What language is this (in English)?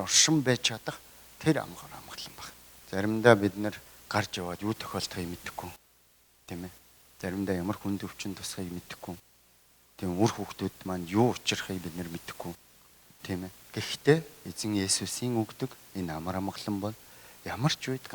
Mongolian